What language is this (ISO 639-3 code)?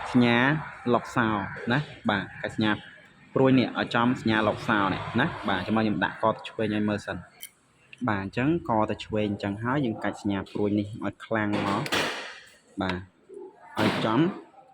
khm